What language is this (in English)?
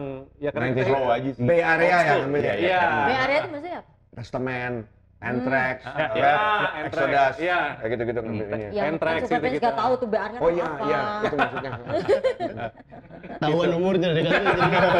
Indonesian